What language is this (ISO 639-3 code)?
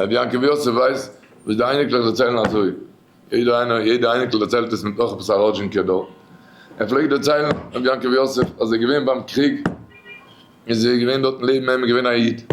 yid